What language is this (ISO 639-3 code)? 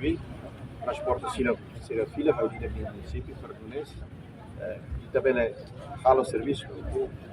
tet